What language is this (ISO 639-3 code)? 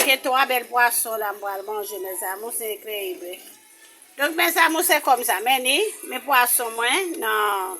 hat